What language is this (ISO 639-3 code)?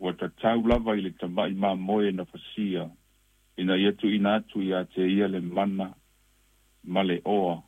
smo